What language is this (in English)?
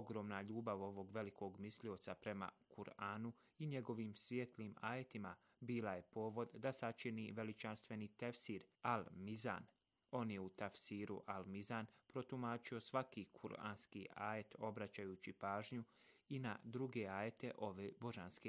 Bosnian